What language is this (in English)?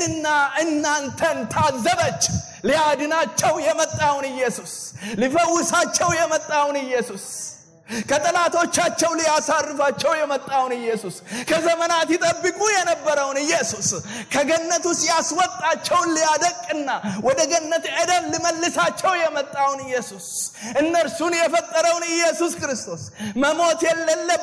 Amharic